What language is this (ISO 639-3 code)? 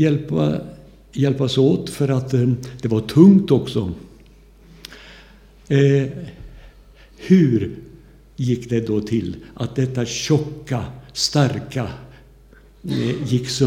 swe